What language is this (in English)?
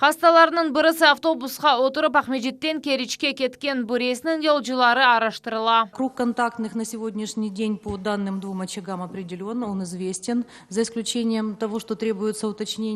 Crimean Tatar